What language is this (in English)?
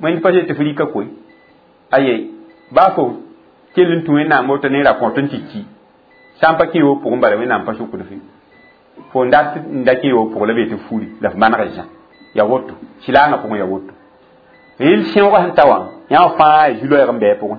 Mossi